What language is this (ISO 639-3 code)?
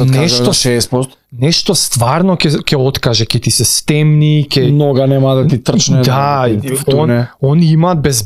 mkd